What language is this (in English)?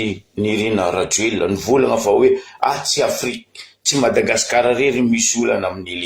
Malagasy